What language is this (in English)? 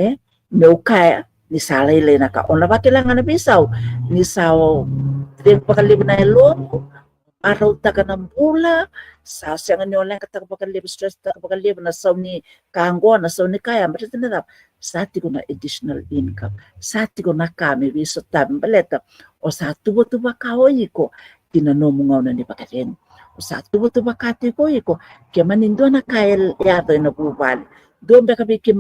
Fijian